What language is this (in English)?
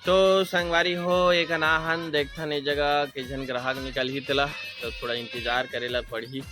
Chhattisgarhi